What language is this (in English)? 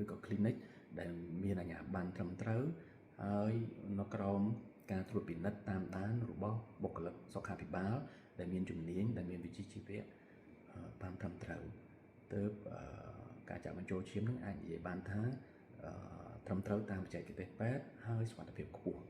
Khmer